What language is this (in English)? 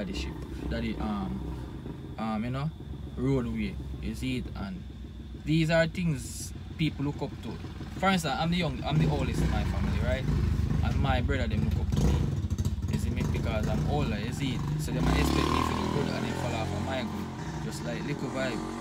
Jamaican Creole English